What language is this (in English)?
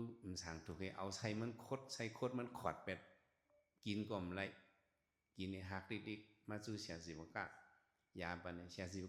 Shan